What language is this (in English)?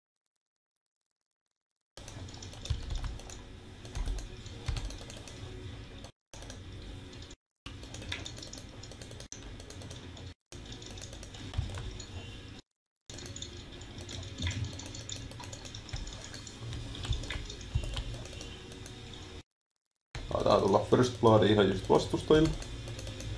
Finnish